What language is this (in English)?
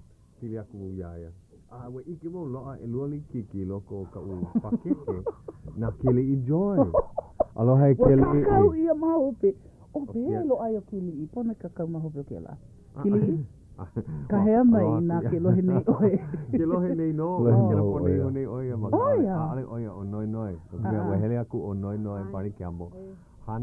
Hawaiian